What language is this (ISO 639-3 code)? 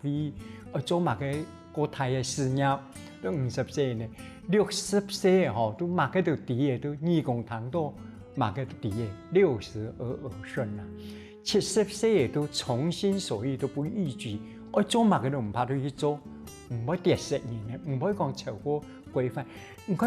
hak